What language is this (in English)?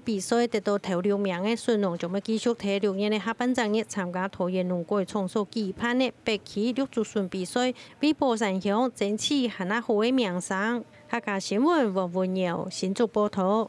Hakka Chinese